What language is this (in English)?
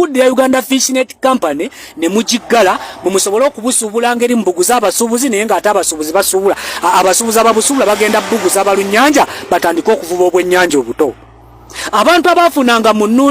Ganda